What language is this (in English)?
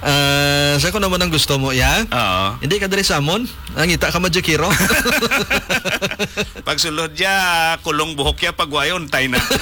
Hiligaynon